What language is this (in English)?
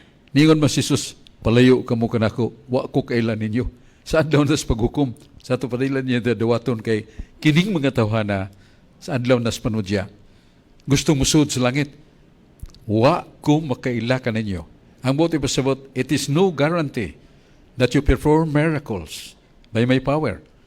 Cebuano